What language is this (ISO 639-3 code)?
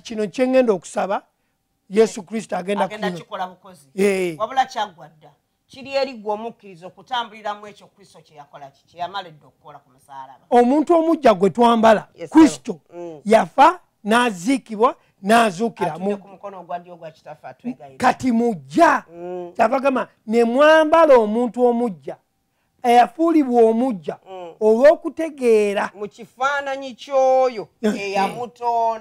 lug